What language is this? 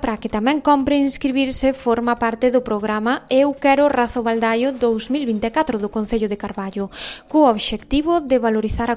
Galician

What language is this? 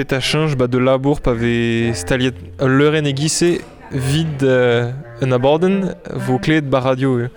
Breton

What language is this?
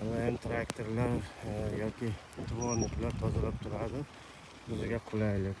Uzbek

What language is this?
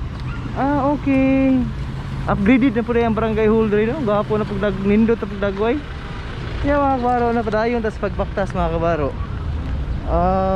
Cebuano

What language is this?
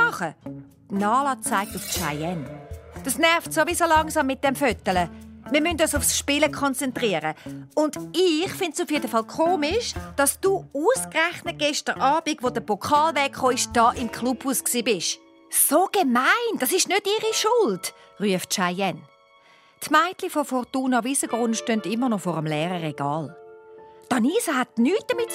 Swiss German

